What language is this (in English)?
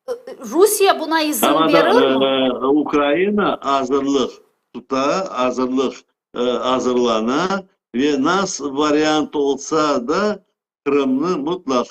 Crimean Tatar